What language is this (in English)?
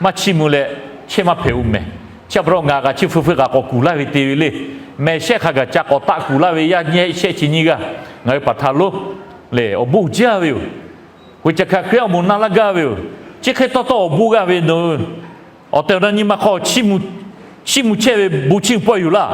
Lahu